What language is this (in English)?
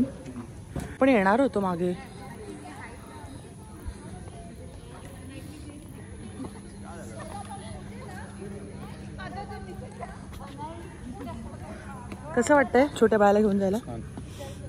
Marathi